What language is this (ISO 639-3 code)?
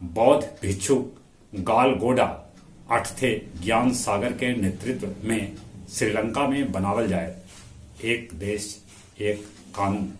mag